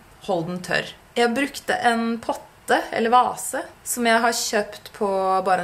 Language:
Norwegian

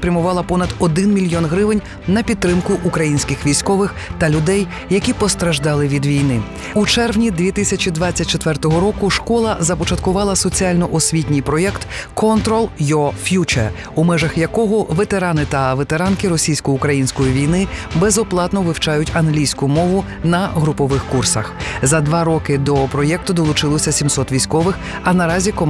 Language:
Ukrainian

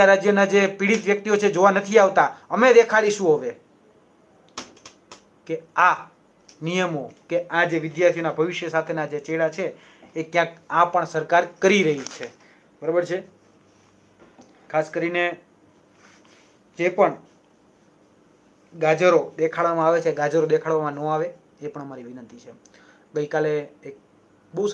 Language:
Gujarati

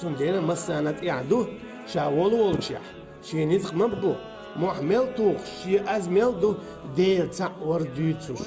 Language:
Chechen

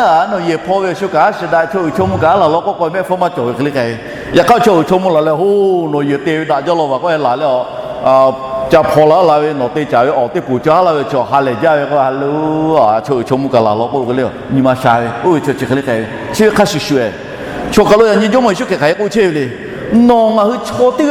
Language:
Lahu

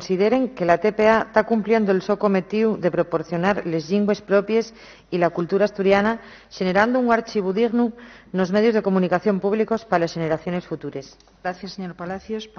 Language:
Asturian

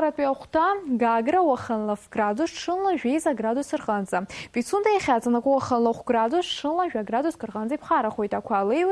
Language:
Abkhazian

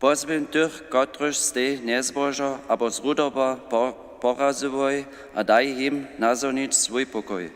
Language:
Upper Sorbian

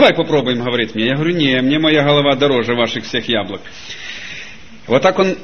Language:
Russian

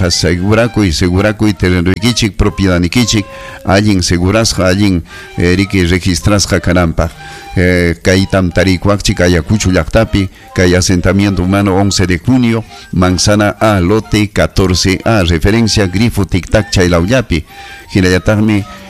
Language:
Ayacucho Quechua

